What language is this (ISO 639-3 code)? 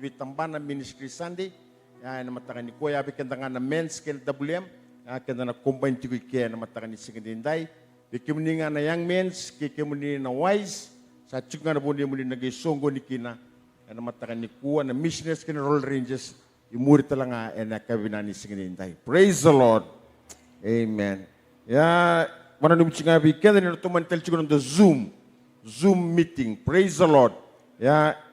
fij